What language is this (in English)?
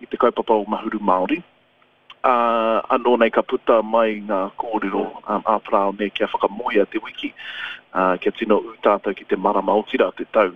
Māori